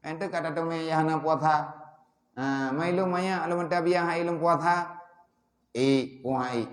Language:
Achinese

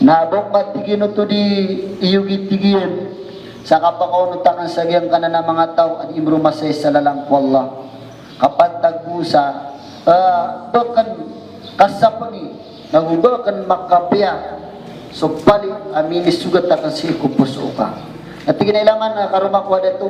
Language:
Maranao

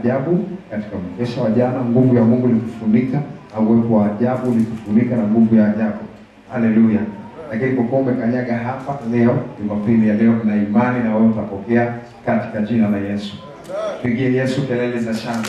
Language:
Swahili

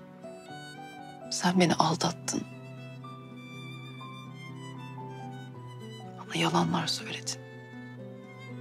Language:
Turkish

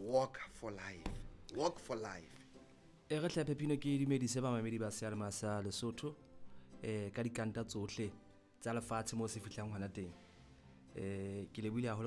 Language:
Southern Sotho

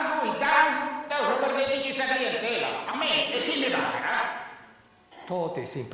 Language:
Sardinian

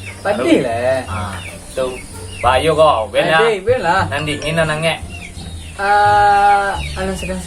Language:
Minangkabau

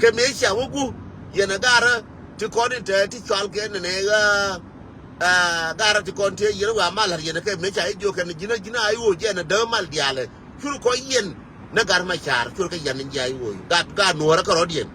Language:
Nuer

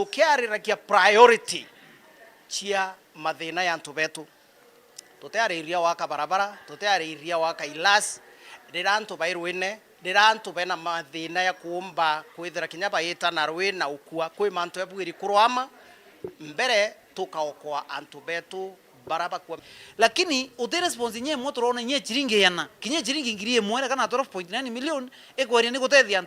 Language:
Meru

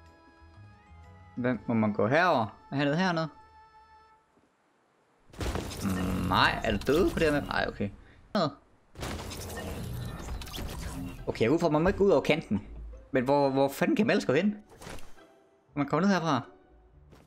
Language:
Danish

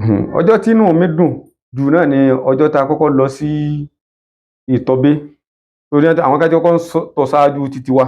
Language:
Yoruba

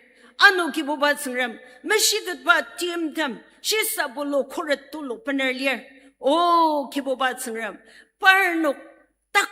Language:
Ao Naga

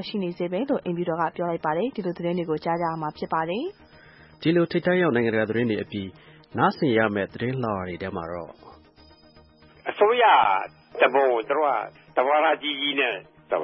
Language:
Burmese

